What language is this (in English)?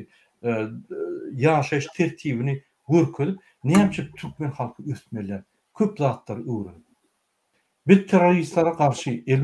Turkmen